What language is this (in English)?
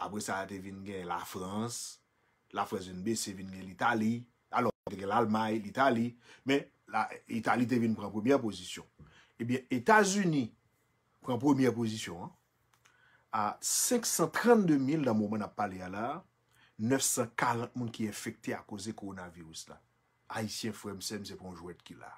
Haitian Creole